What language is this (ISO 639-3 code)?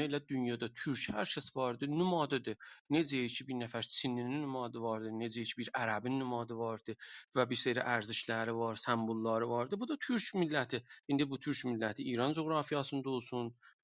azb